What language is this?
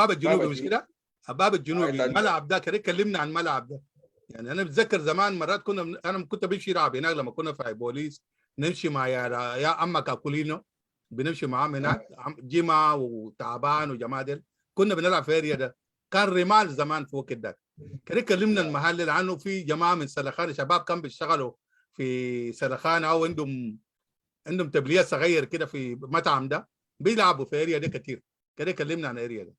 Sudanese Arabic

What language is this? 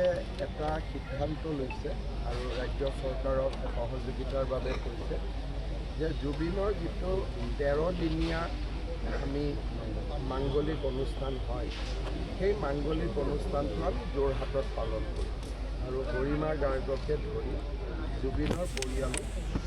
Assamese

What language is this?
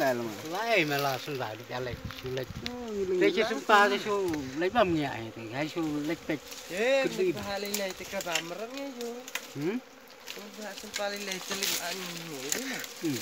Khasi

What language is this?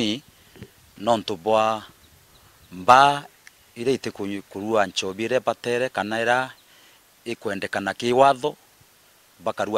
Meru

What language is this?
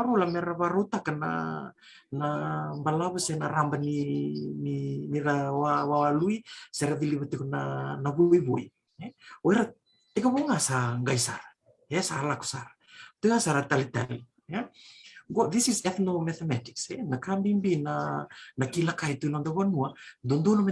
Fijian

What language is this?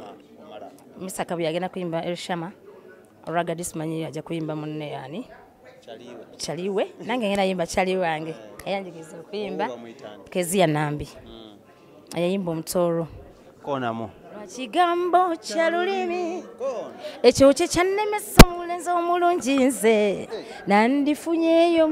Ganda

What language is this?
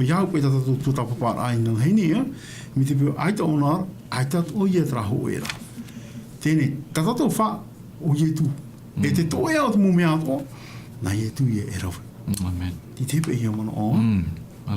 Tahitian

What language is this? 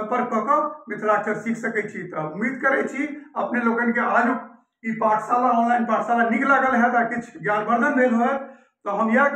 Maithili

